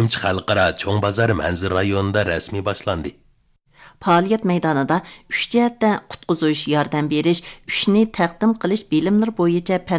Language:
Uyghur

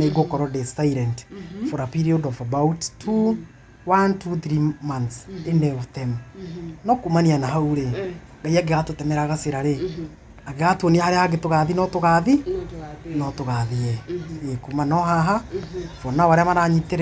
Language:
Kikuyu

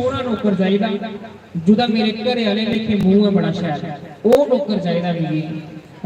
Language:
Dogri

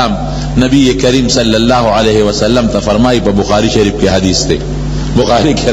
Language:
Pashto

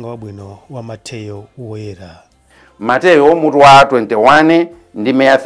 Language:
Nyanja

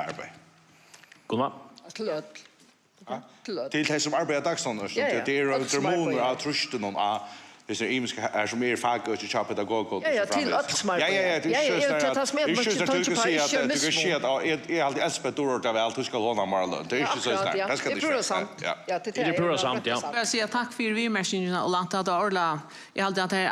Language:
Faroese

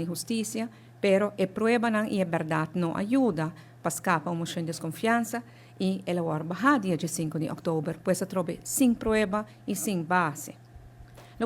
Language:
Papiamento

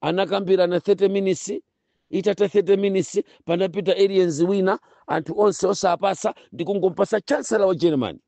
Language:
Nyanja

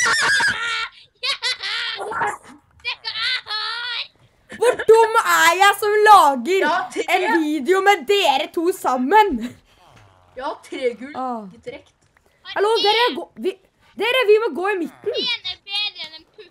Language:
Norwegian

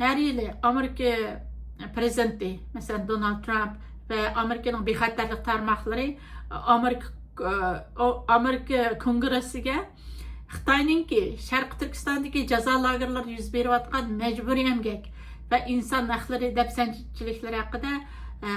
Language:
Uyghur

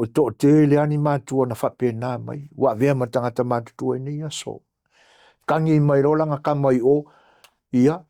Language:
Samoan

